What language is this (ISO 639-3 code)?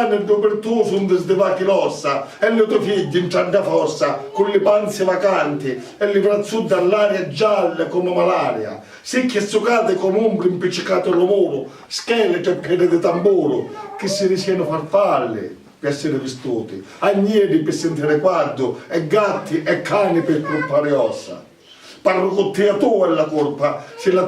scn